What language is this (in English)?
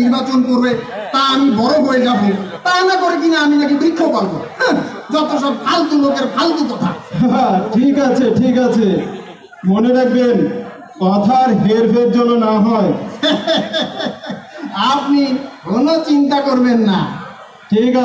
Bangla